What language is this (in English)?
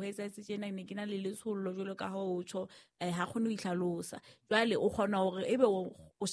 Southern Sotho